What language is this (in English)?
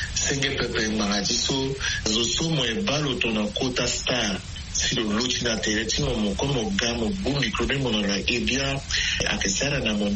Sango